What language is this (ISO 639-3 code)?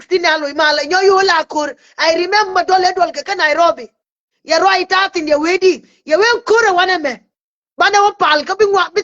nus